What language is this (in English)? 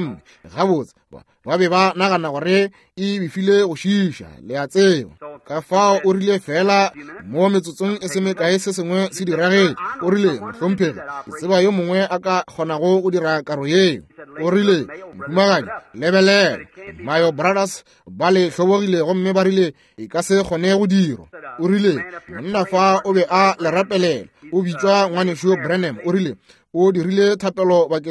Northern Sotho